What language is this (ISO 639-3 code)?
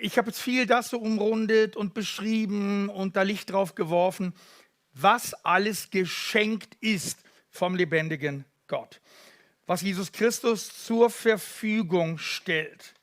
gsw